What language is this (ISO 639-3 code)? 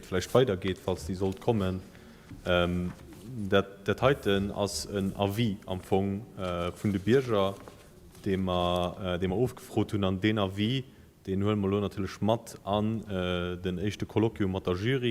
ltz